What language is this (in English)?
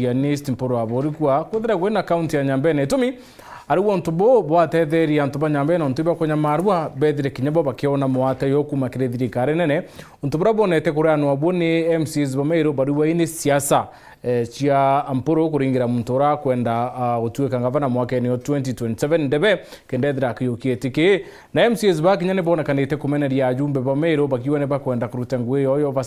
Meru